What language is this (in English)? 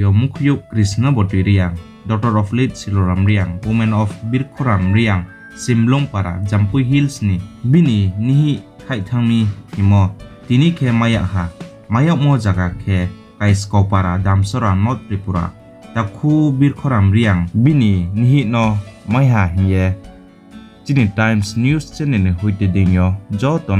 Riang (India)